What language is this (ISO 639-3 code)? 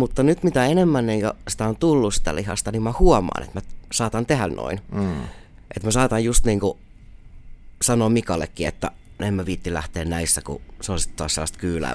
fin